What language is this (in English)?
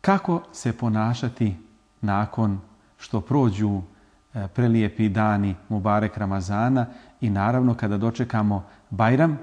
Bosnian